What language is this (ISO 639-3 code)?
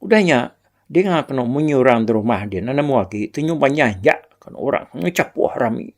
iba